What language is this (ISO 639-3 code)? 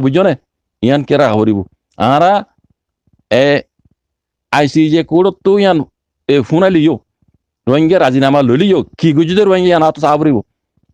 rhg